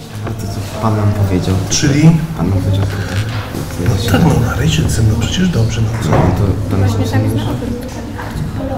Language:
Polish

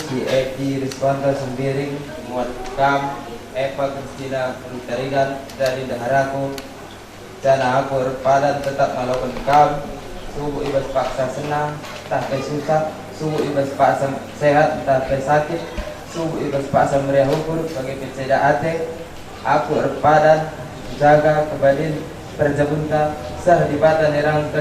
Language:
Batak Karo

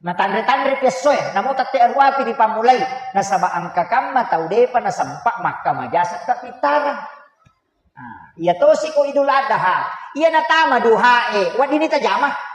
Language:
Buginese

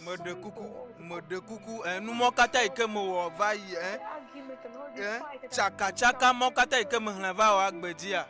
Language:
Ewe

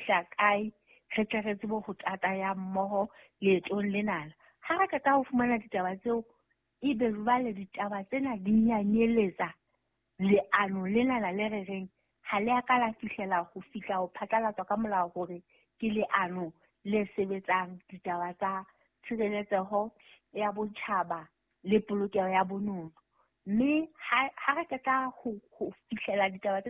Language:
Southern Sotho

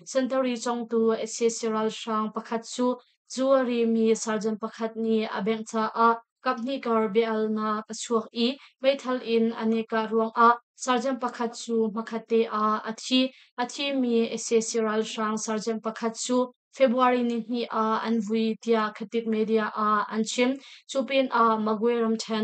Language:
Hakha Chin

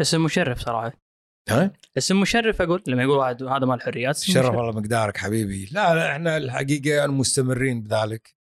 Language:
Gulf Arabic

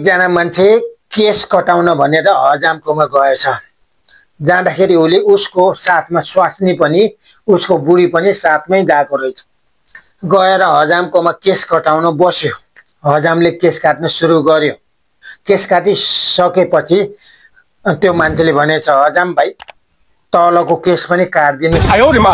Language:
Nepali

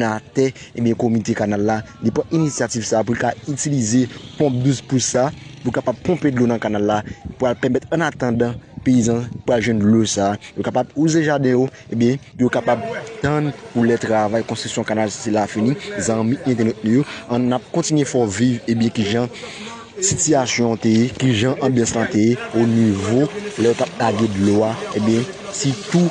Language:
Haitian Creole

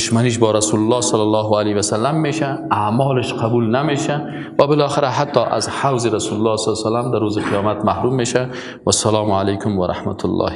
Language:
Persian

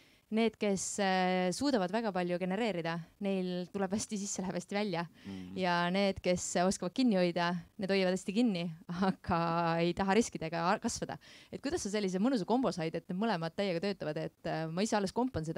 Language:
Estonian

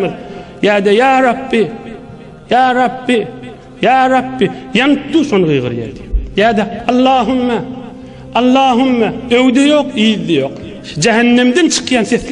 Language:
Turkmen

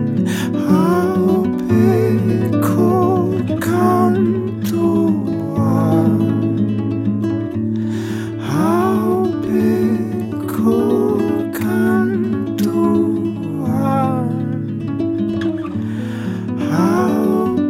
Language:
Basque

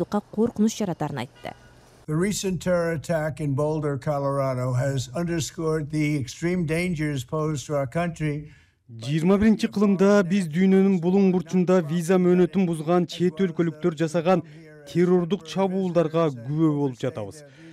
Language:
Kyrgyz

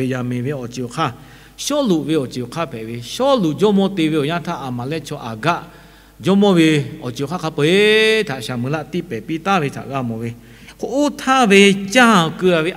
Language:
Lahu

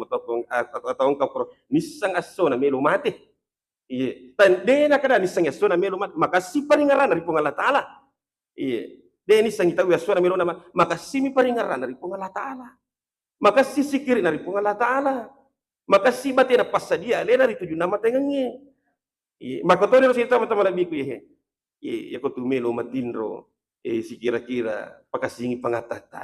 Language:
Buginese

